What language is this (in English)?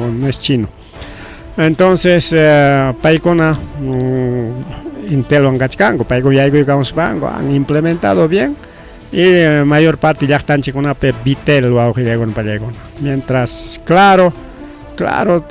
Ayacucho Quechua